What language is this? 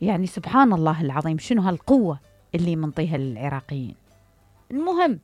Mesopotamian Arabic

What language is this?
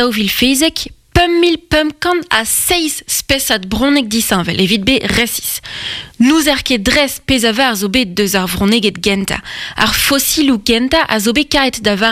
Breton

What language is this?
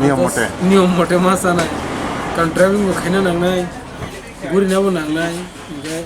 Kok Borok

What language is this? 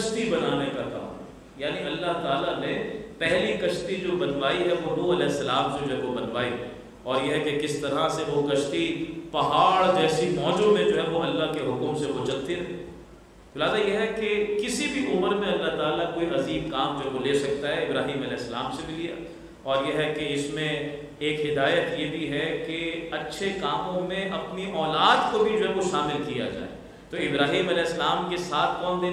Urdu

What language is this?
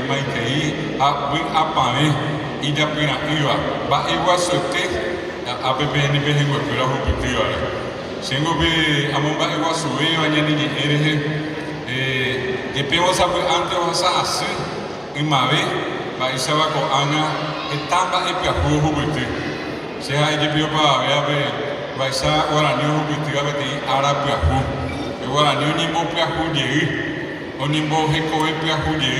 Guarani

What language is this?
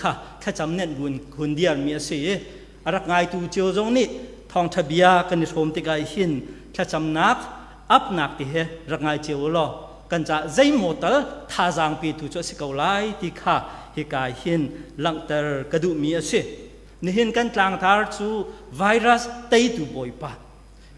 Hakha Chin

